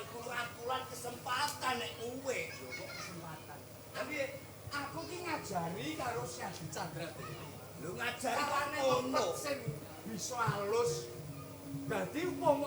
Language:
Javanese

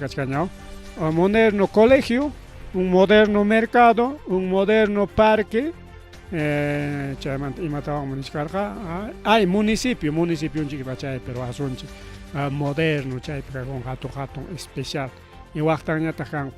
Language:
Ayacucho Quechua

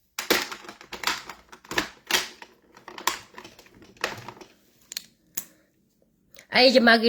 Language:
S'gaw Karen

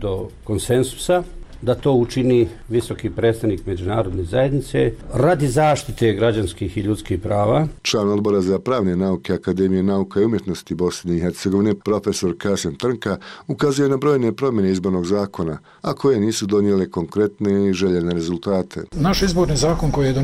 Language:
Bosnian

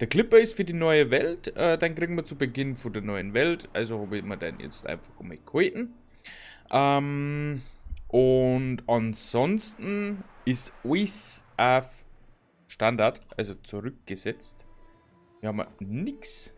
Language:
Bavarian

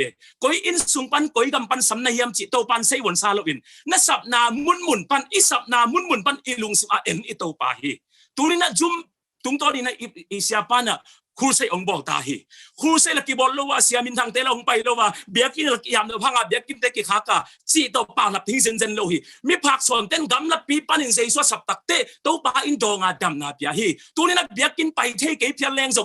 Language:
Tedim Chin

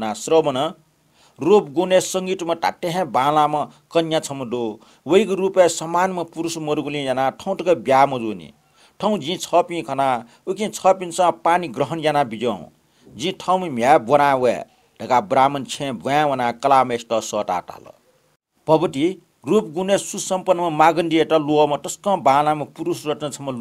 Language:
Newari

